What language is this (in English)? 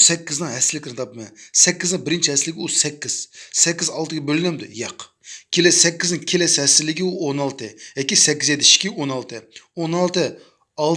Uyghur